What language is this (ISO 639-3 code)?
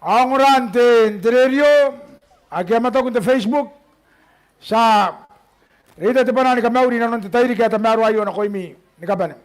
gil